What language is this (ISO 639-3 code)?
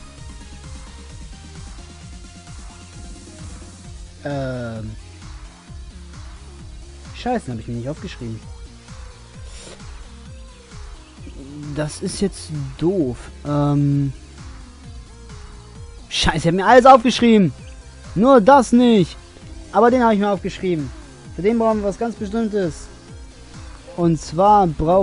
deu